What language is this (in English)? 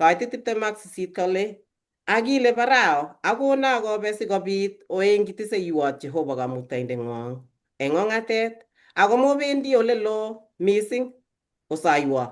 Kalenjin